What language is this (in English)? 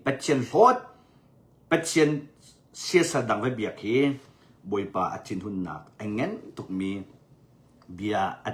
Hakha Chin